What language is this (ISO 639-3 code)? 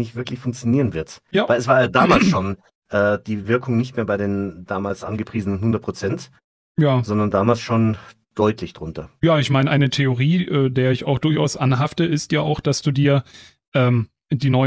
deu